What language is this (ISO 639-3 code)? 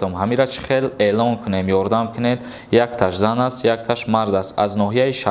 tgk